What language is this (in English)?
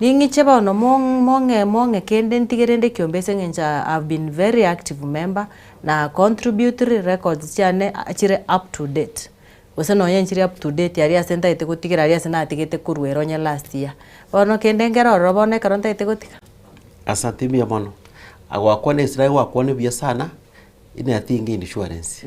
Gusii